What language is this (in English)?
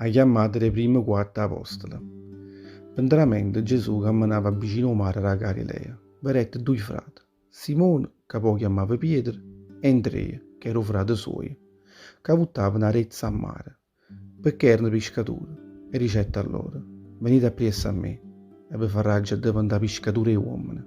Neapolitan